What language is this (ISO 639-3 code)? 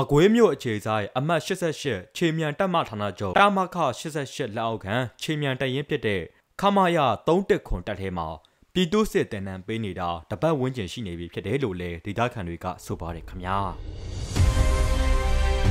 mya